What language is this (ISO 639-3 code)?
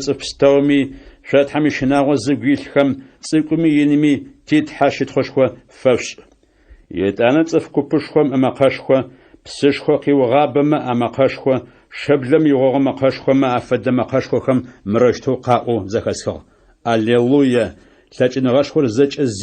ady